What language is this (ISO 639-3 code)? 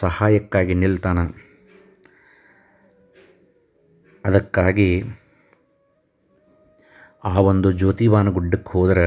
kan